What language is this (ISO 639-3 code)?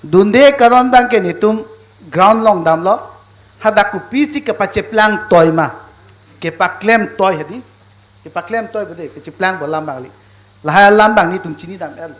mjw